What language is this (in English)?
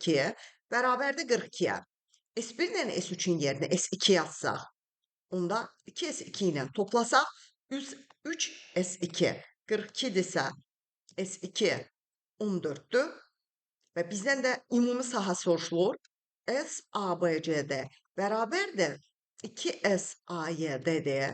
Azerbaijani